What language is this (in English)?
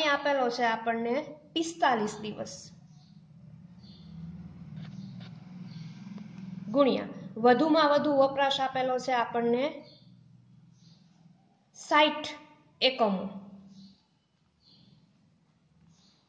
Gujarati